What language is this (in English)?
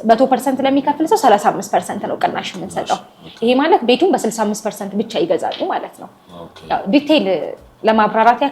Amharic